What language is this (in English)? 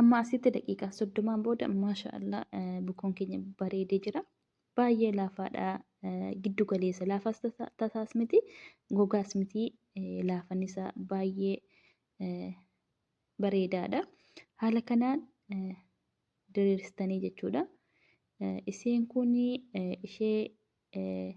Oromo